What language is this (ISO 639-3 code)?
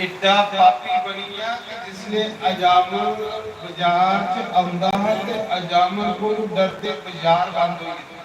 doi